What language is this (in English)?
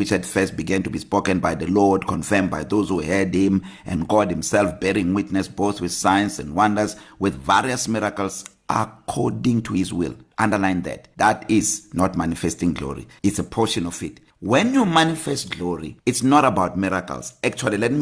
English